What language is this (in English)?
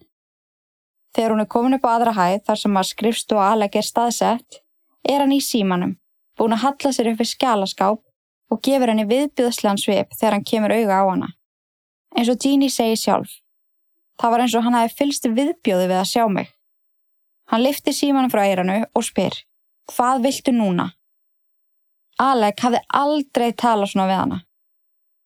Icelandic